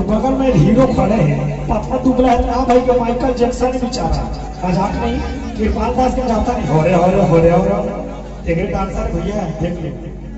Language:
Chhattisgarhi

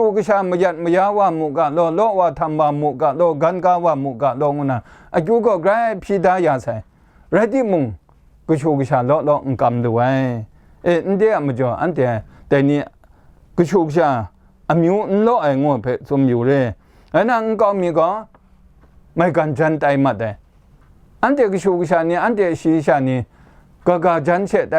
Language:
Kachin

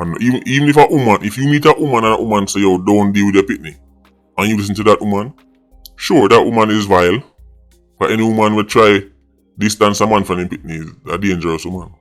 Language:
Jamaican Creole English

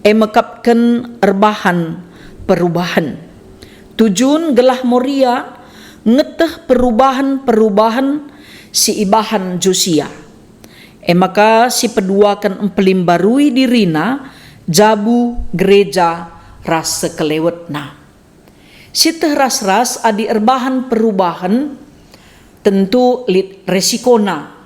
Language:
Batak Karo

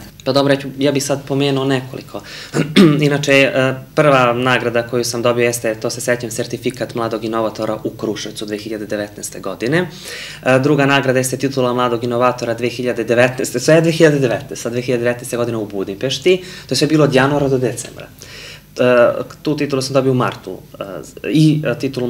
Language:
Serbian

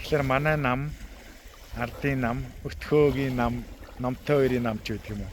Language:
Mongolian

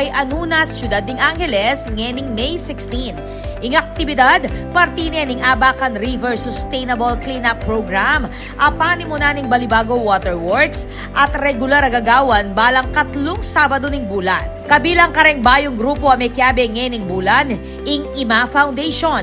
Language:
Pampanga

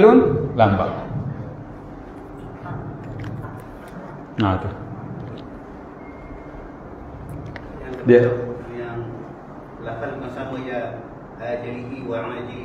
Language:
Malay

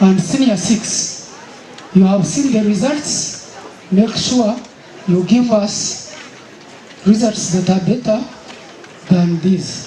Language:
Nyankole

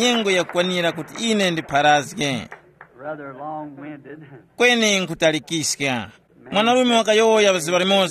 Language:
Tumbuka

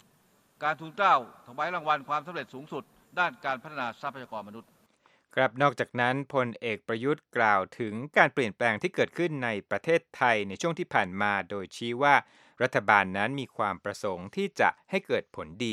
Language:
Thai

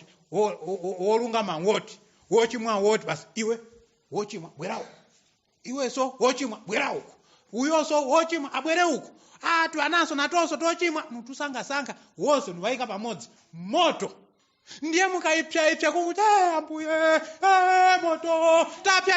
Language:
Nyanja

